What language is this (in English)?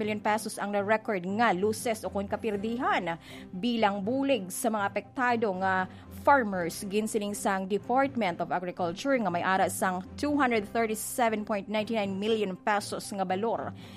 Hiligaynon